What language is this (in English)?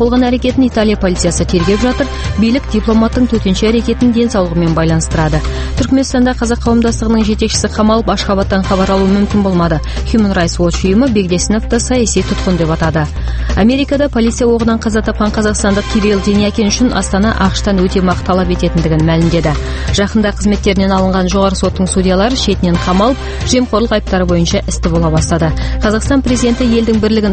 Kazakh